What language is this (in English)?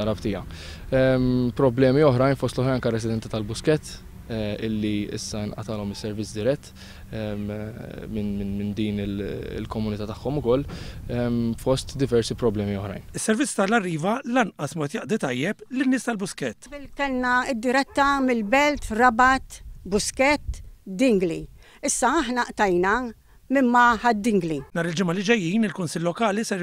Maltese